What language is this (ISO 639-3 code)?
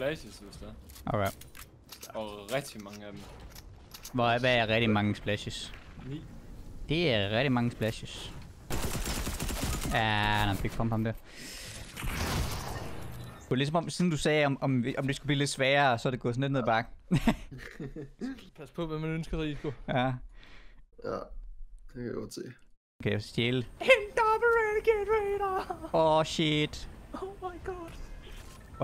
dan